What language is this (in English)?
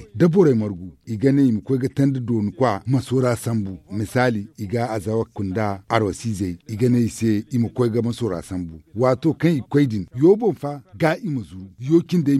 Zarma